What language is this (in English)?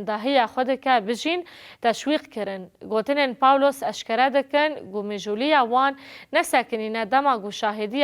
Kurdish